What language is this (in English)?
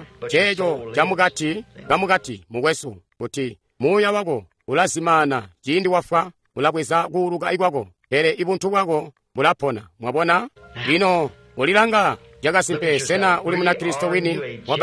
Tonga (Zambia)